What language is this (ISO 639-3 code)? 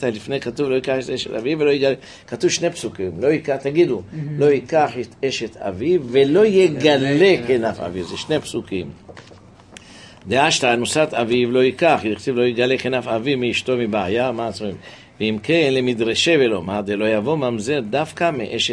heb